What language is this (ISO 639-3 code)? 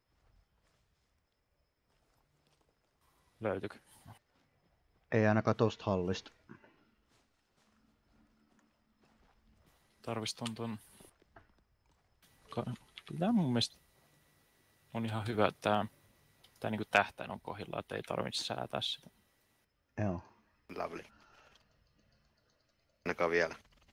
fin